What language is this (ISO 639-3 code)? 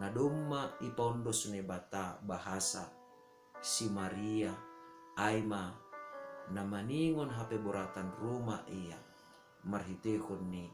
bts